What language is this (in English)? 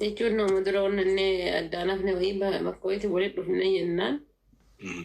Oromo